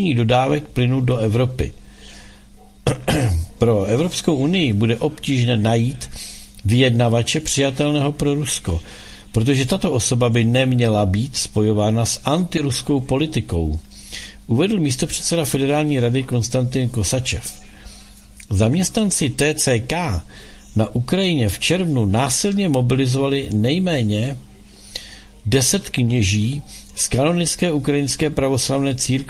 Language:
Czech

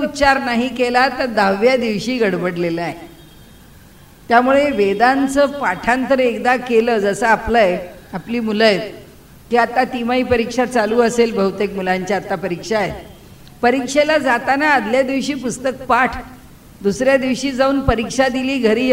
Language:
Marathi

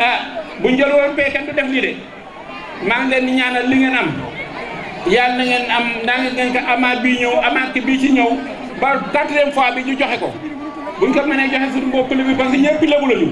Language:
Wolof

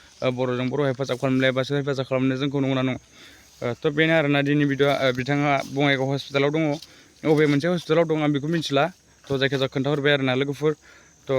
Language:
Bodo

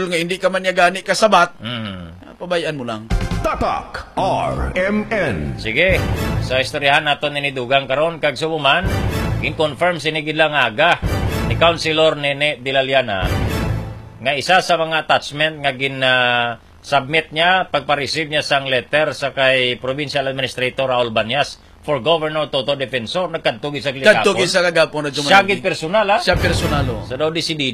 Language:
Hiligaynon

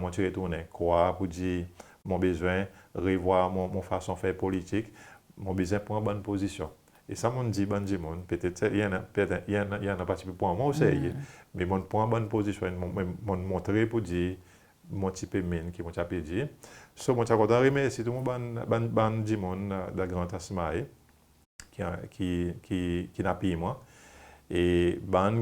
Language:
Seselwa Creole French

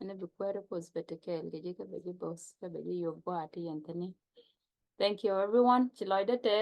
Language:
Nuer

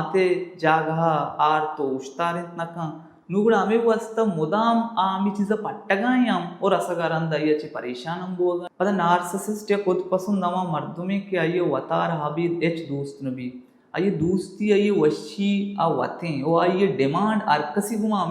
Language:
Baluchi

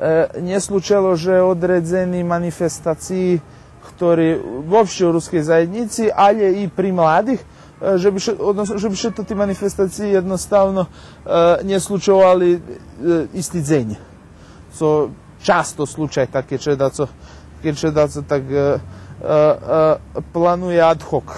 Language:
Rusyn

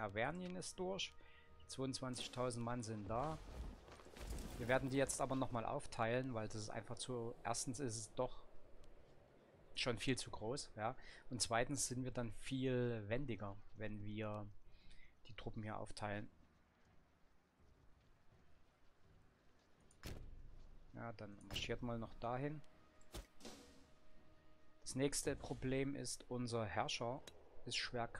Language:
German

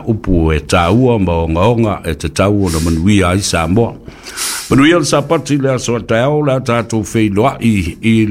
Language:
Samoan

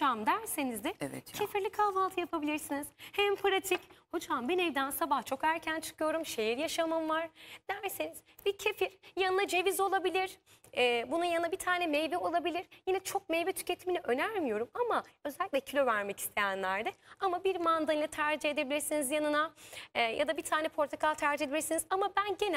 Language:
Turkish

